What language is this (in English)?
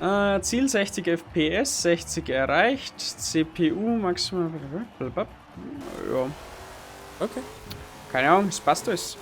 Bavarian